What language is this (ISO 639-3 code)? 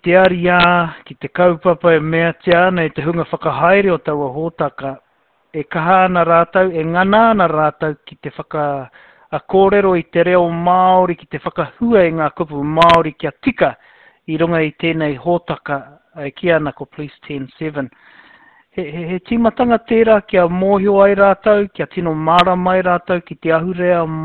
mri